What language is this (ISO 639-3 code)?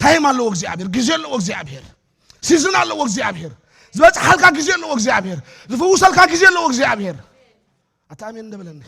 tir